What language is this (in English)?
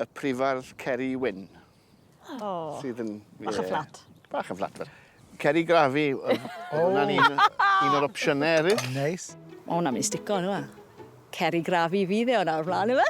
Welsh